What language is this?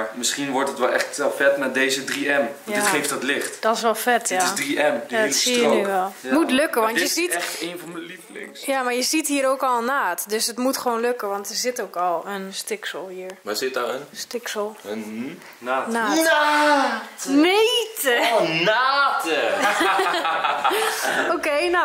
Dutch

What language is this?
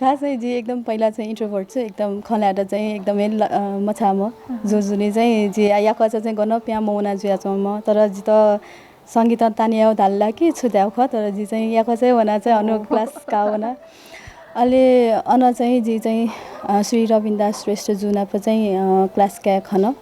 Newari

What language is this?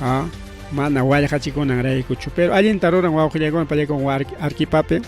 Ayacucho Quechua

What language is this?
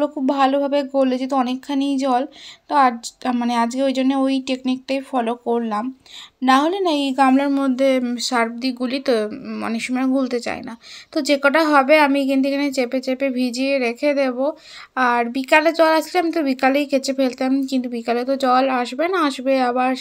Bangla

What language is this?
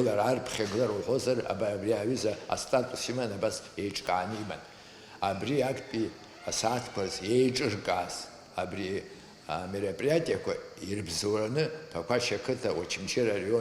Abkhazian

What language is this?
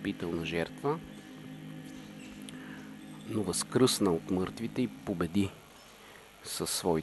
Bulgarian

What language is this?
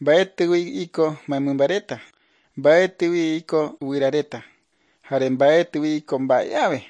Guarani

